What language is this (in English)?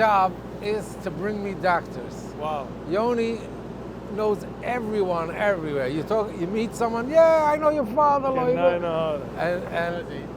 Yiddish